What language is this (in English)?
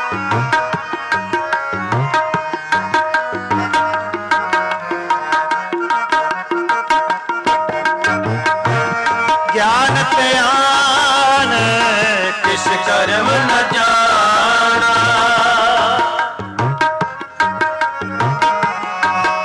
Punjabi